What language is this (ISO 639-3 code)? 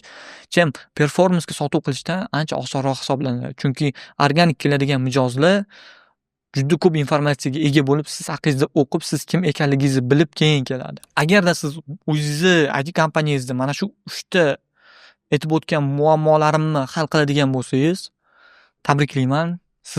uzb